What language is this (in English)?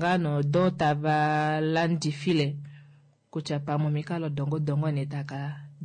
Kuanyama